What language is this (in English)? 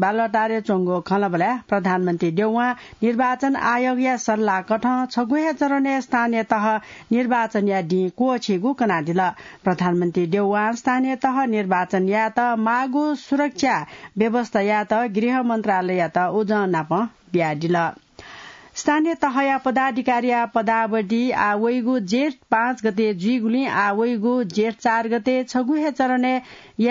Newari